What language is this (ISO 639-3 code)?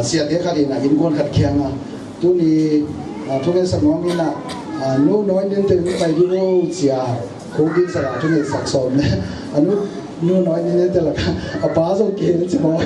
ctd